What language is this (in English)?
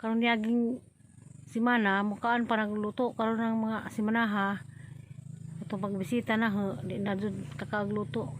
Cebuano